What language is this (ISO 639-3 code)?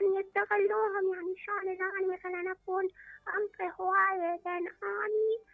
acm